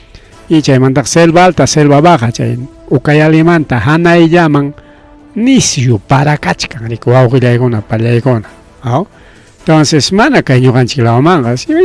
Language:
Ayacucho Quechua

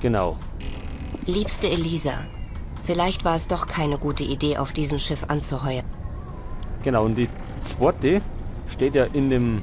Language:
Bavarian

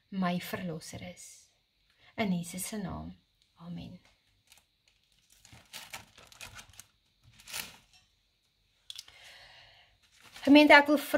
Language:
Afrikaans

